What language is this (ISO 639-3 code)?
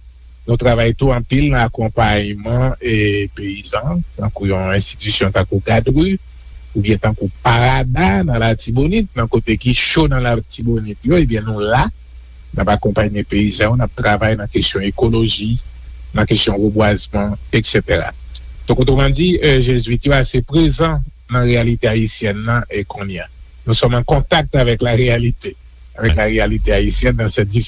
hat